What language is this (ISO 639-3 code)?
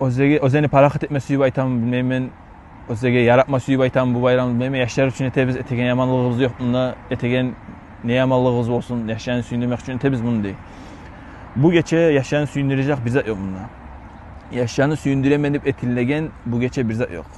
kum